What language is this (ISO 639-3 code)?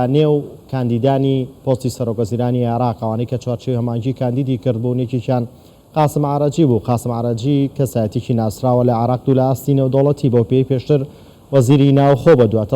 ckb